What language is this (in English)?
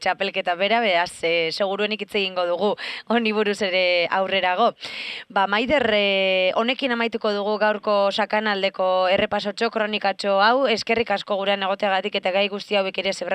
Basque